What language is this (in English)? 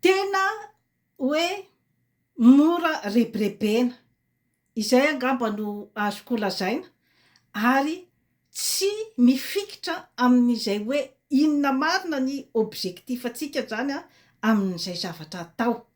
Malagasy